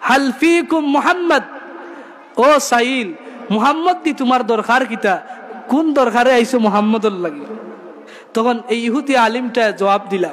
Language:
Sylheti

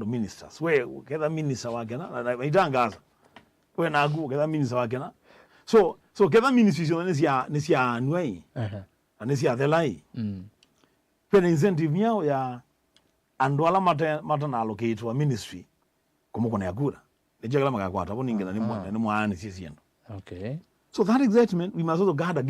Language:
Kamba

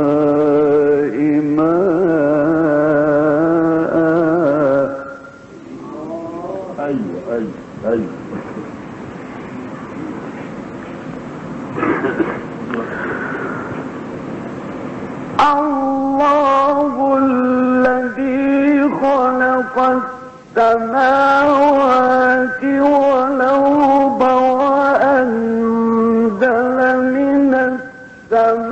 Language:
Arabic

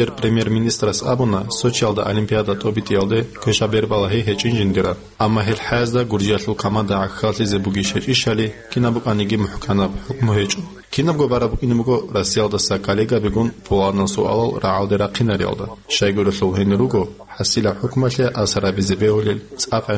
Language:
Avaric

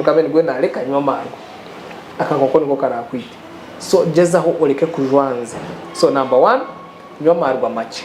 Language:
Nyankole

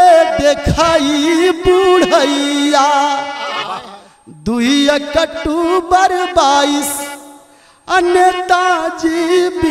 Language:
Bhojpuri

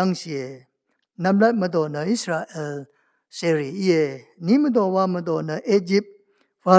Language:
Rawang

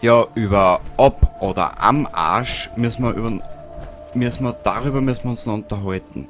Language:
Bavarian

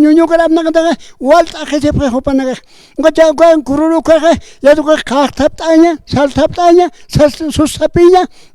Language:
Aymara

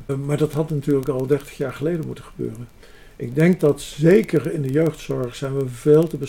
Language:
Dutch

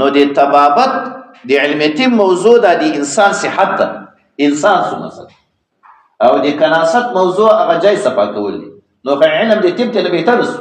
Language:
Pashto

